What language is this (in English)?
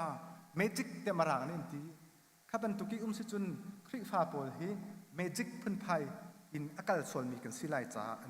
Hakha Chin